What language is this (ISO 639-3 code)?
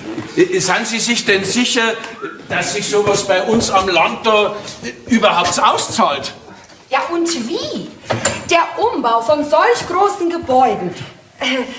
bar